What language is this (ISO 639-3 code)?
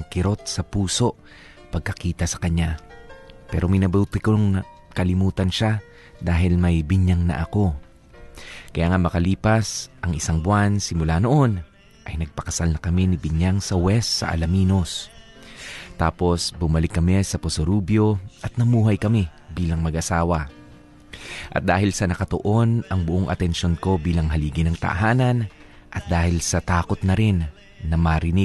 fil